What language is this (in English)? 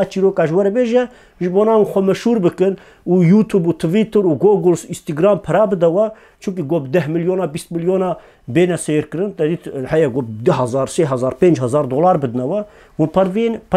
Kurdish